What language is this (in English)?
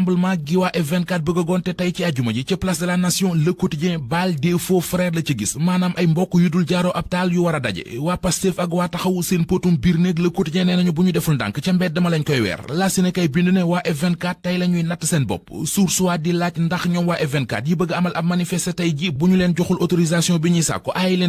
Wolof